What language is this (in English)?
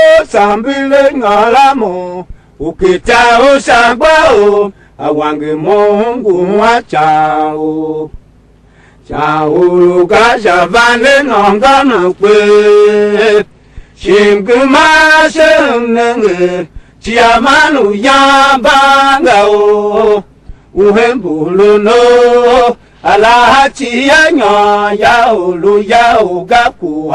Tiv